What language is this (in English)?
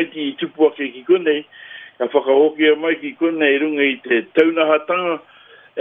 Māori